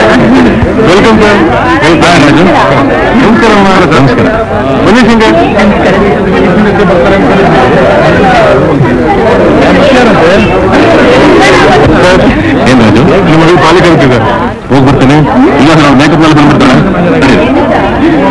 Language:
Kannada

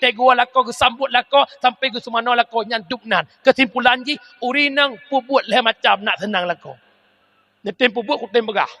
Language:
Achinese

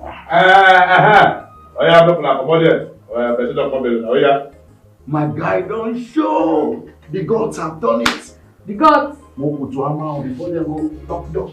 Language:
Nigerian Pidgin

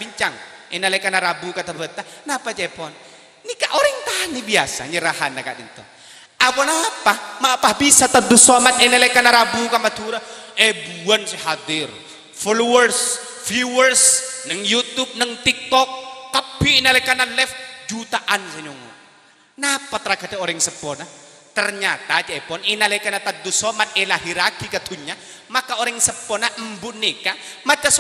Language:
Madurese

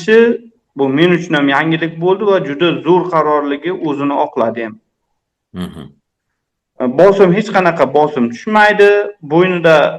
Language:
Uzbek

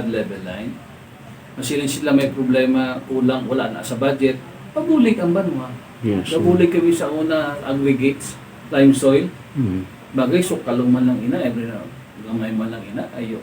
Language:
Hiligaynon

